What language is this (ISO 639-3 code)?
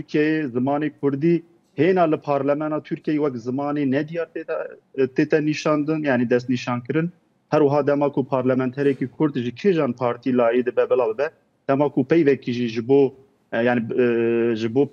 kur